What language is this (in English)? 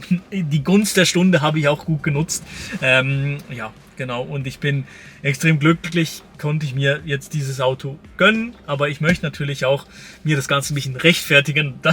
Swiss German